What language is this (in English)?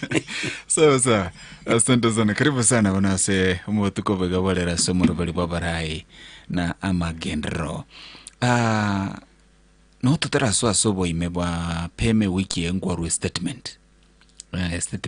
Gusii